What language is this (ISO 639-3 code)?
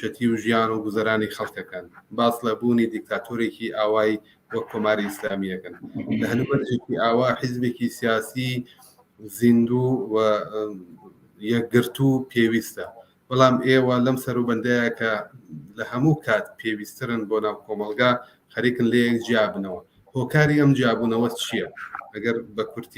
ckb